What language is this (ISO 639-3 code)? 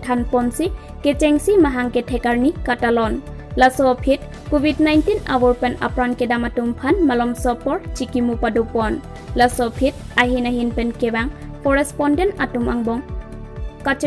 mjw